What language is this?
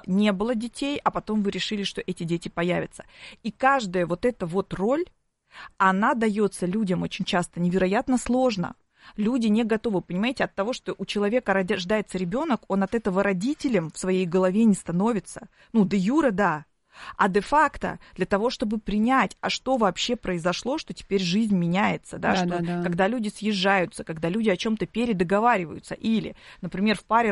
Russian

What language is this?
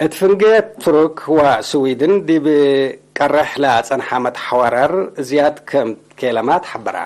Tigre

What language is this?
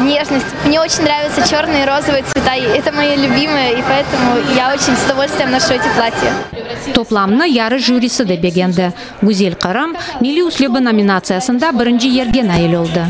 Crimean Tatar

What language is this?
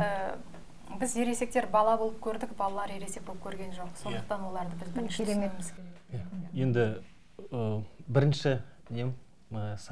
Kazakh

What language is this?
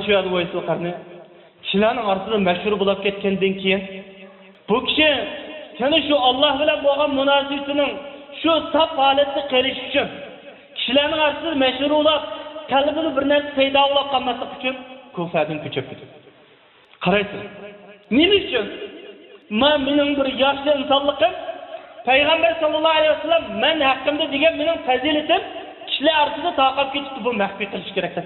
Uyghur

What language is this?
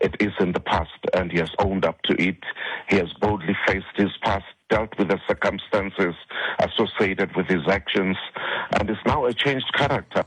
Xhosa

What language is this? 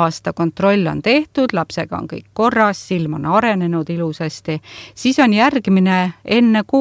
Estonian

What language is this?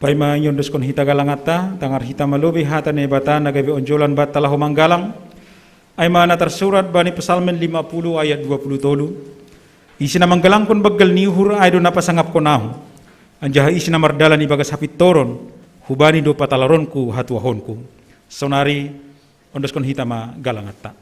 Batak Simalungun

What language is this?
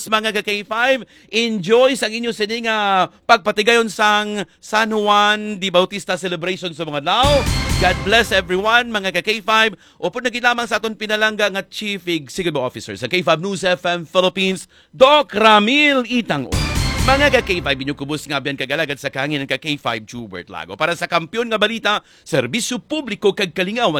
Hiligaynon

